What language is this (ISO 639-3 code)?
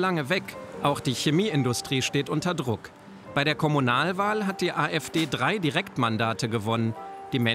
deu